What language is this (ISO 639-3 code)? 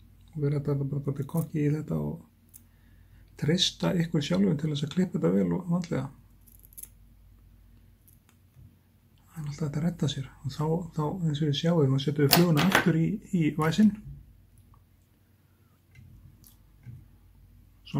isl